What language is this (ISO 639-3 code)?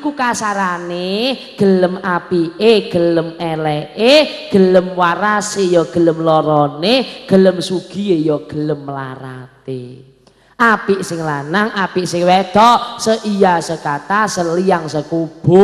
jav